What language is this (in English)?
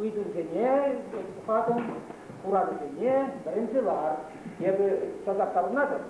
Chuvash